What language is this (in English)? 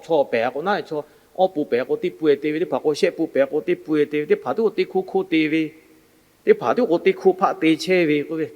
Lahu